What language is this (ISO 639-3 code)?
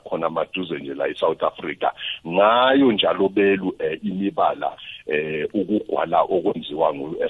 nbl